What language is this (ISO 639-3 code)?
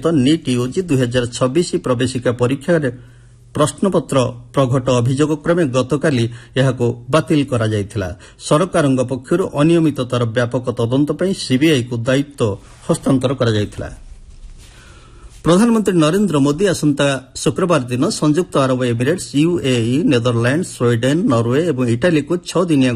ori